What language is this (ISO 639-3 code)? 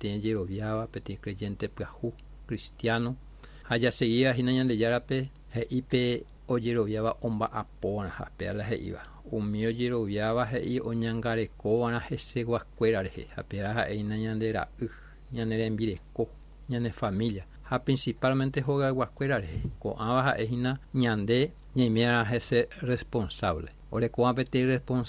grn